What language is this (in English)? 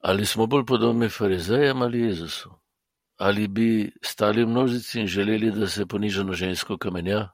Slovenian